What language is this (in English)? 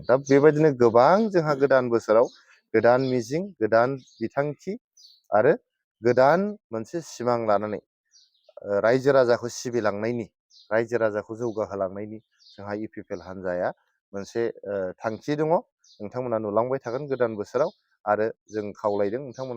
Bodo